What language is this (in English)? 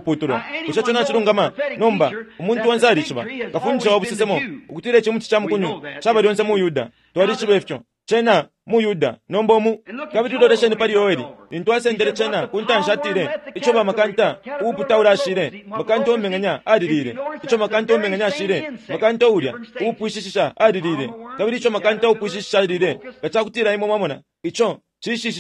Bemba